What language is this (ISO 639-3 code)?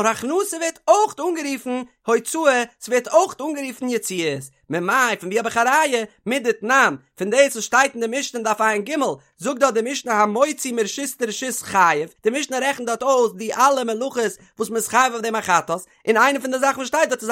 yid